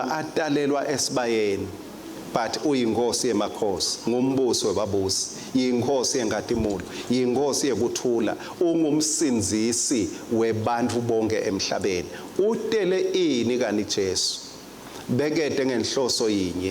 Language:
Swati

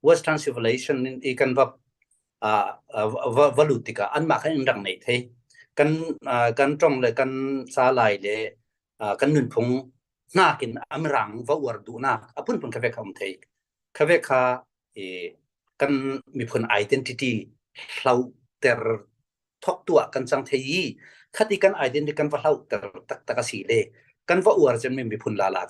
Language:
Falam Chin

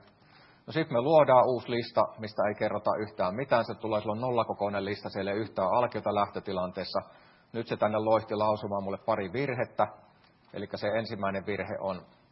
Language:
Finnish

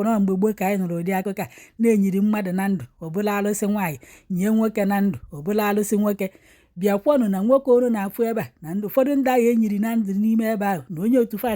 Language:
Igbo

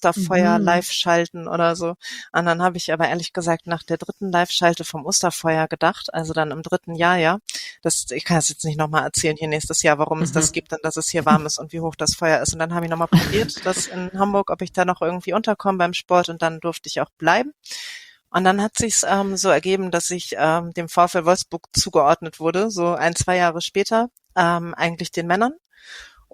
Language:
German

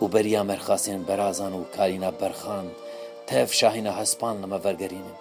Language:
Kurdish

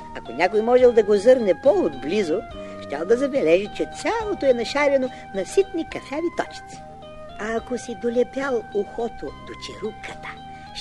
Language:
Bulgarian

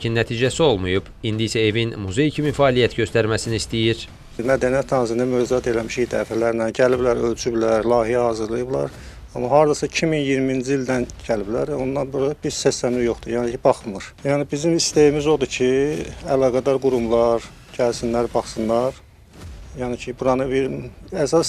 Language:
Azerbaijani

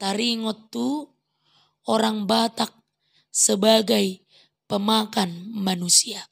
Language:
Batak Toba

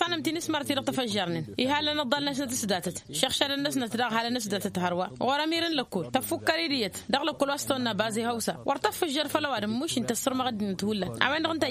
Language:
Tamasheq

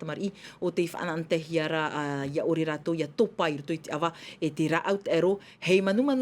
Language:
Tahitian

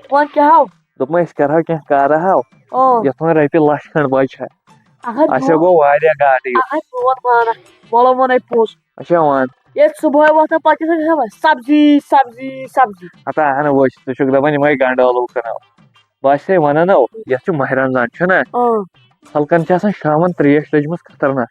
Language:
Kashmiri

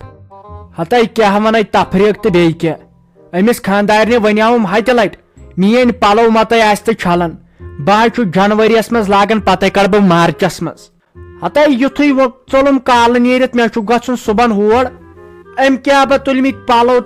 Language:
Kashmiri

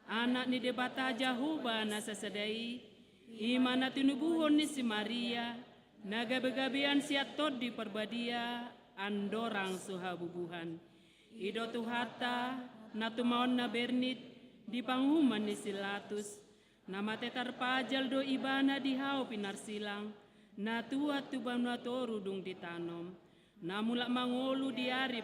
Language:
Batak Toba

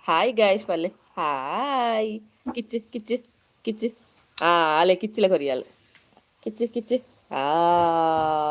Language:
Tulu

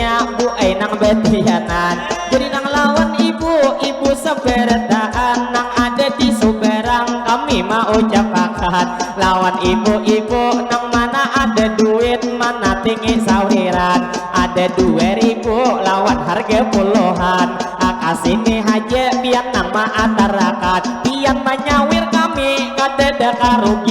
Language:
Banjar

